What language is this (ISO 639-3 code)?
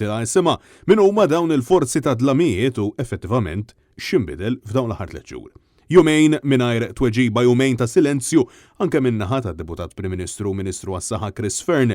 mlt